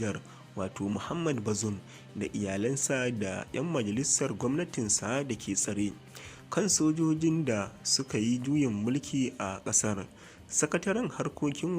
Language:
Hausa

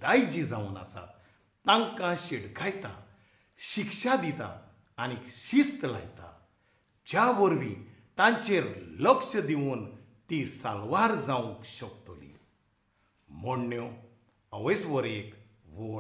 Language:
Konkani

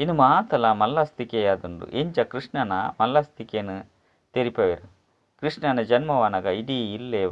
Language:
Tulu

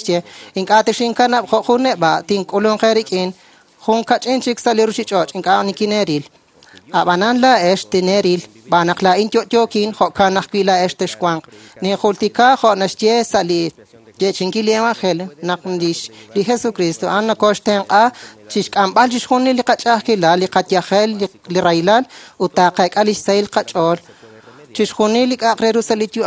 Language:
Kekchí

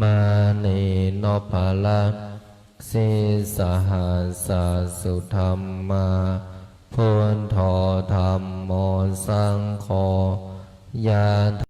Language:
Pali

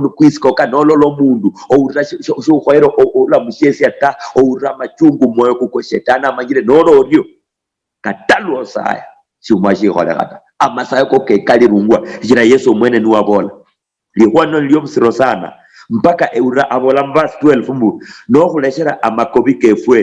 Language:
Luyia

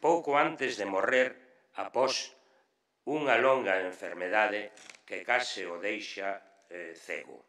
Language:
Galician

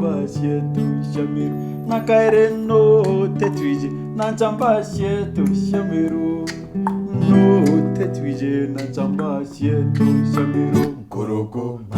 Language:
Meru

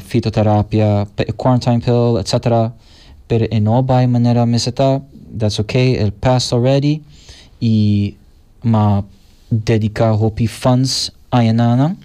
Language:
Papiamento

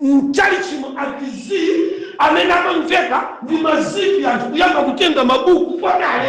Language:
Nyanja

